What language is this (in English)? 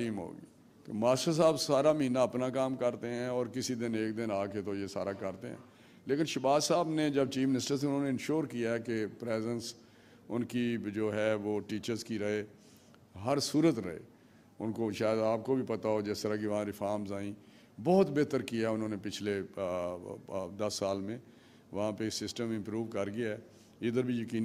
Urdu